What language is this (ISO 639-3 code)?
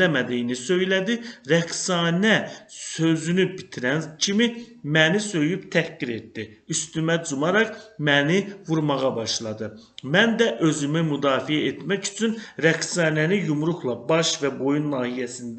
aze